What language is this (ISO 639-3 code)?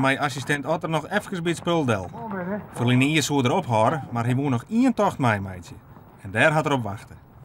fry